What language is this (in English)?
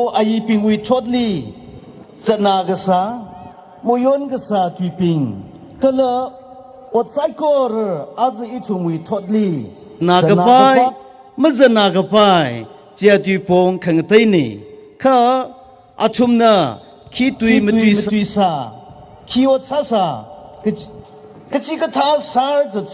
Tangkhul Naga (India)